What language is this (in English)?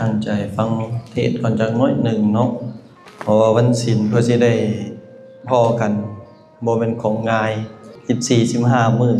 Lao